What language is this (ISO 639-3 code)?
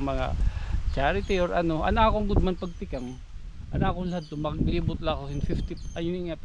war